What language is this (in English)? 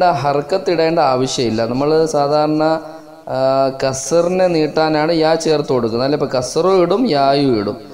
Malayalam